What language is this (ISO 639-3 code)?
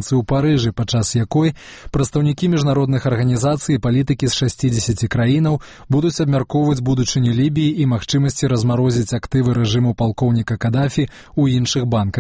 bel